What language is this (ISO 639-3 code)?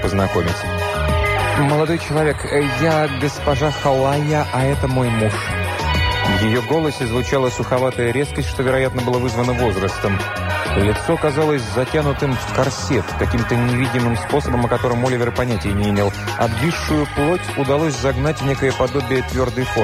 rus